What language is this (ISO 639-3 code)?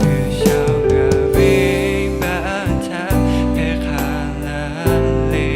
lhu